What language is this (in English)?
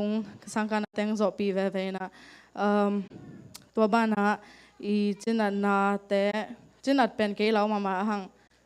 Tedim Chin